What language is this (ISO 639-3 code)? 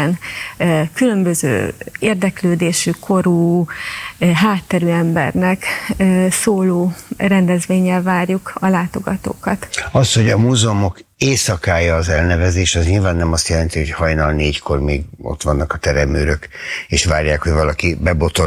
hun